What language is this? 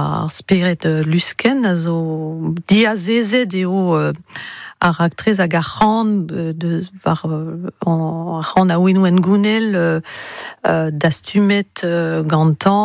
Breton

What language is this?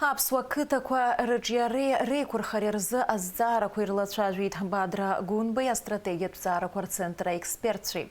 Abkhazian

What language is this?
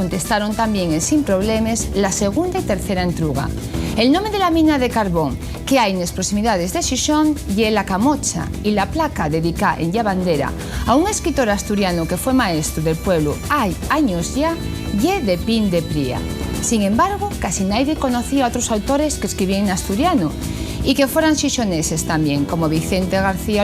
Asturian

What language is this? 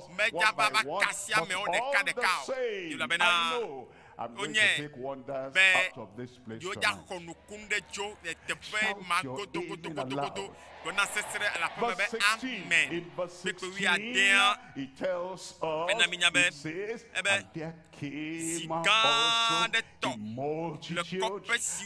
Ewe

